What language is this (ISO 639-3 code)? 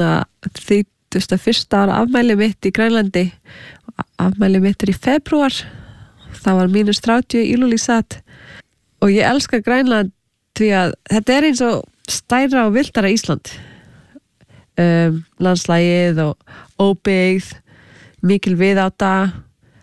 isl